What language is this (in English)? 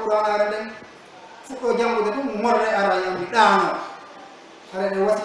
Pular